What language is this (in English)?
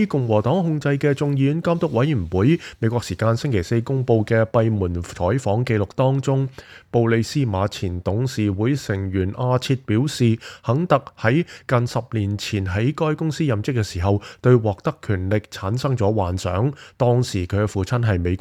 Cantonese